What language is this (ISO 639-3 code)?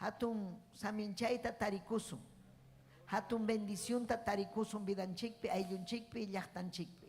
quy